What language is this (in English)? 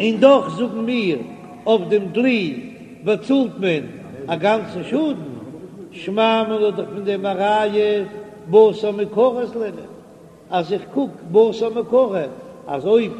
Yiddish